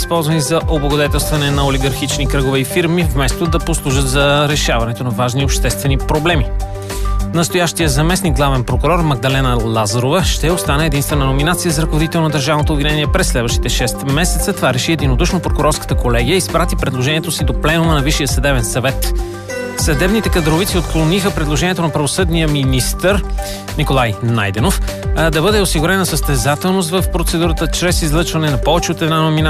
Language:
Bulgarian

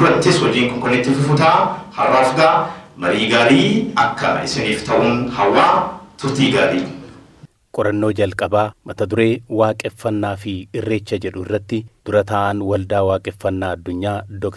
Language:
Oromo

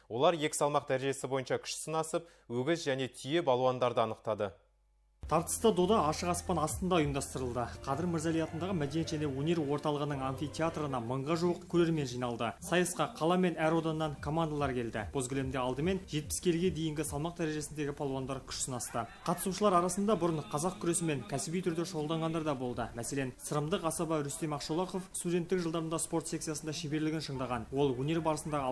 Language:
Kazakh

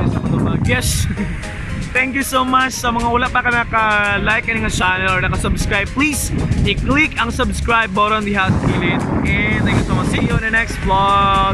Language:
Cebuano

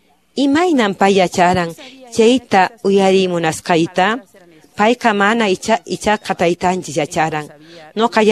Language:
Quechua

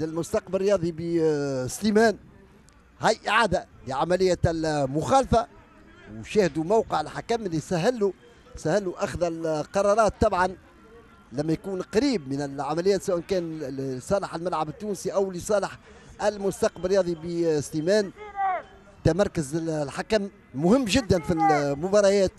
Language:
Tunisian Arabic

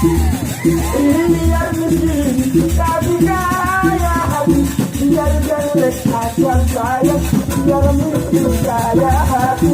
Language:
Sasak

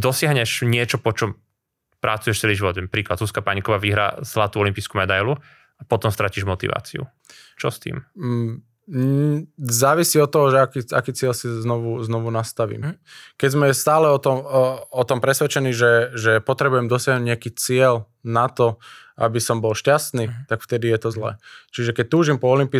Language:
Slovak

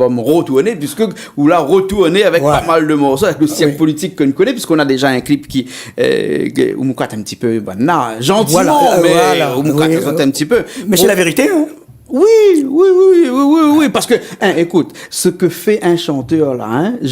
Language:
Réunion Creole French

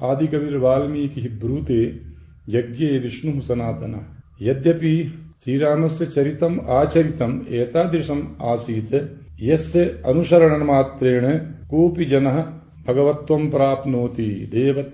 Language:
Sanskrit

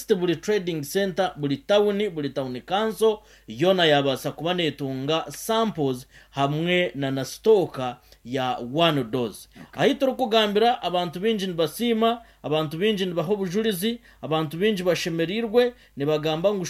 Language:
Nyankole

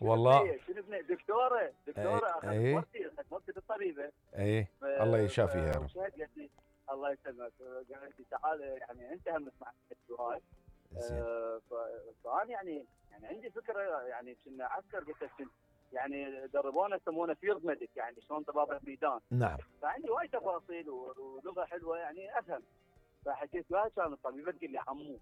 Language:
Mesopotamian Arabic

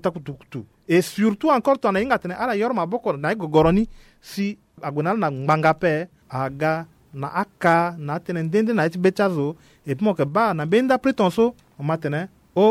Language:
Sango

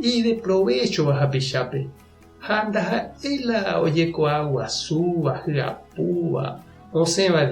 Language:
Guarani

